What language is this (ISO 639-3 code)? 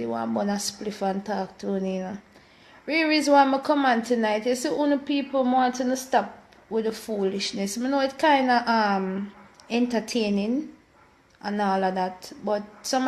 jam